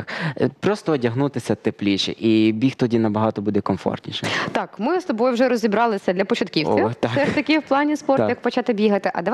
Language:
Ukrainian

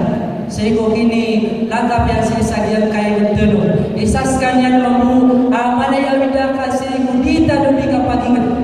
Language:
Maranao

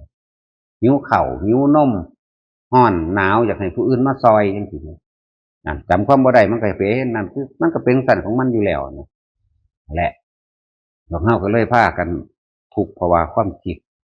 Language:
Northeastern Thai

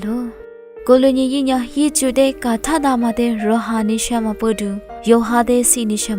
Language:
Lisu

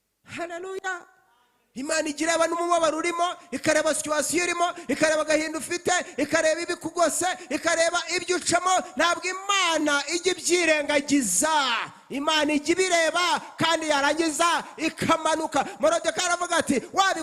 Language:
Kinyarwanda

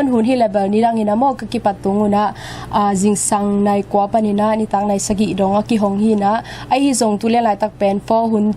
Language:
Tedim Chin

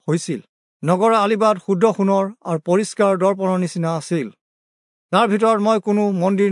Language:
Assamese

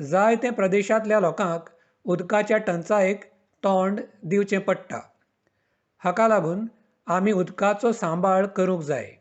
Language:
Konkani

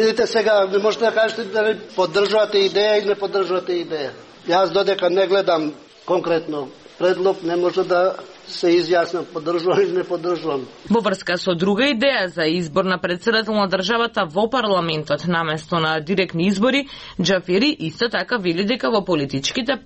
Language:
Macedonian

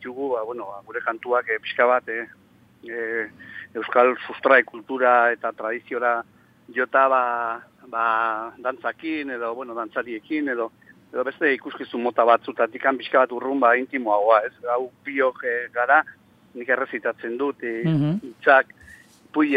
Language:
Basque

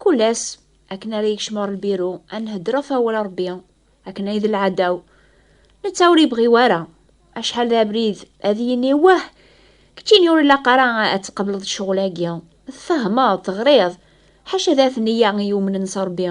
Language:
Kabyle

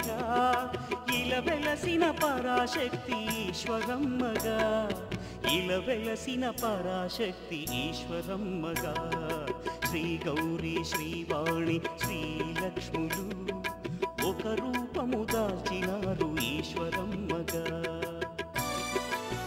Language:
Telugu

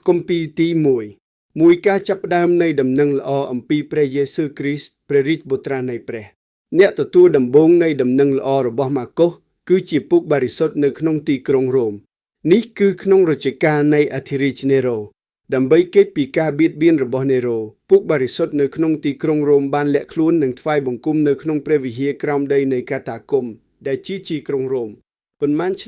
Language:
Khmer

